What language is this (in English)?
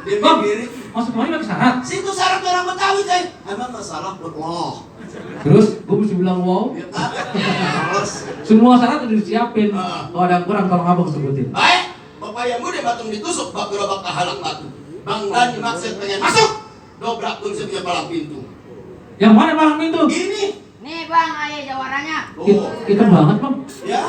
Betawi